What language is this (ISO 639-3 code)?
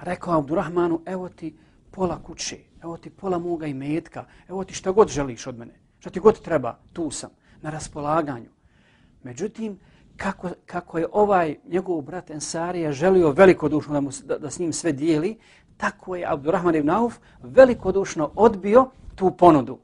bos